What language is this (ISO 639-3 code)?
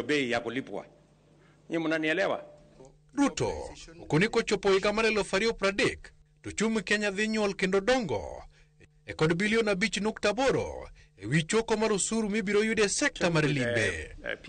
luo